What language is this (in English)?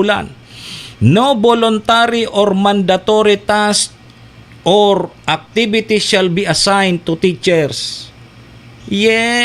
Bikol